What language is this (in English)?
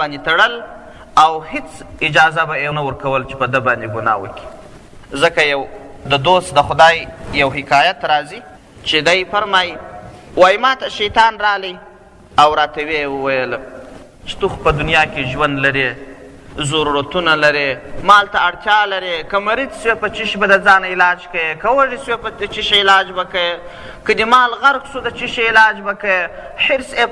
Pashto